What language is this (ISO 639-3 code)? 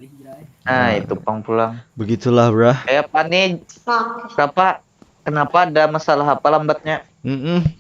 bjn